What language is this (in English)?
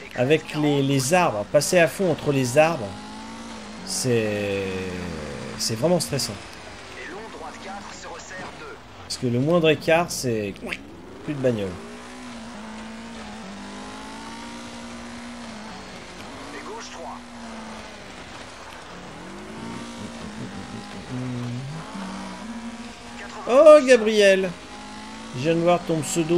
French